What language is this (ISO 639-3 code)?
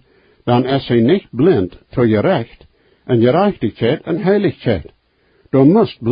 pdt